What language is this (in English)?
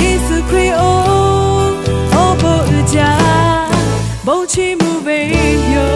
Lahu